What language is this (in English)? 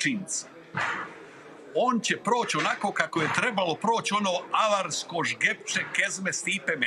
Croatian